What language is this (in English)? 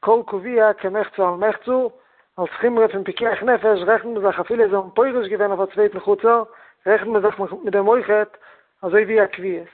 Yiddish